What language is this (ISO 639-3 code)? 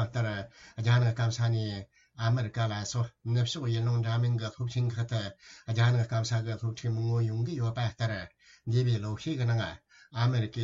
bod